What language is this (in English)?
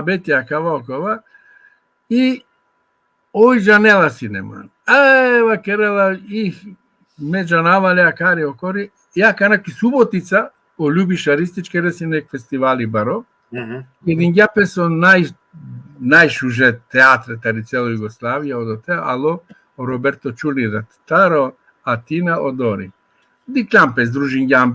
Balkan Romani